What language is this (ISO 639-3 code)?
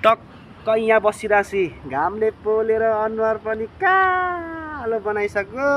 nep